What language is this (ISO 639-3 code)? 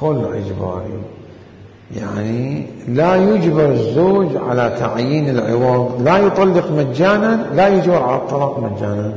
acm